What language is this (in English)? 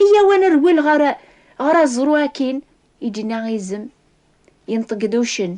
Kabyle